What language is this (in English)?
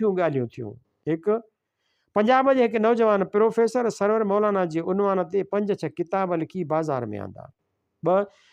Sindhi